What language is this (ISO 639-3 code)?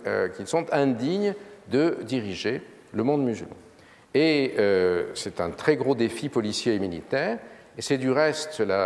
fra